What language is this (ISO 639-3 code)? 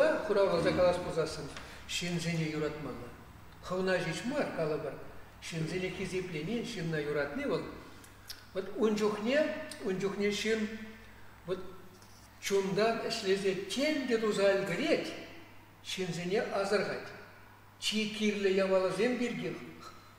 chv